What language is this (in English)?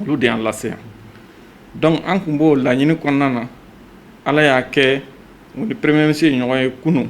Bambara